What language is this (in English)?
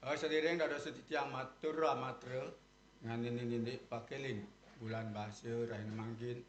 Balinese